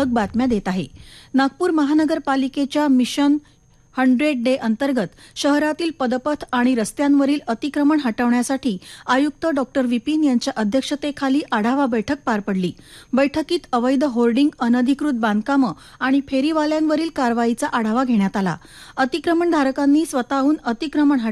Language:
Marathi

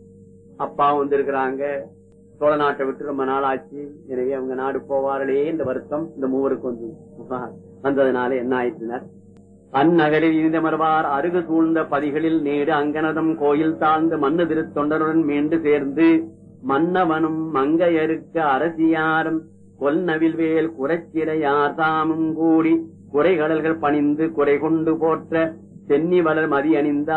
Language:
Tamil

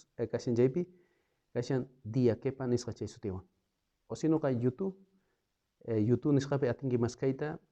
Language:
South Bolivian Quechua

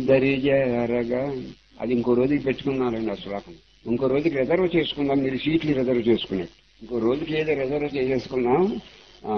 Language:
Telugu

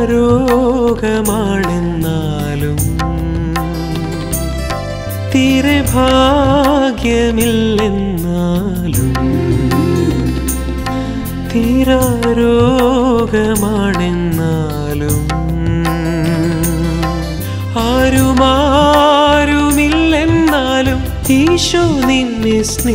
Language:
Malayalam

